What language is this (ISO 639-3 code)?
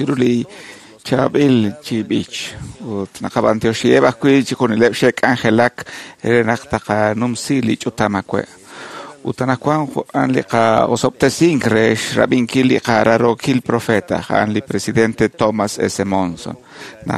kek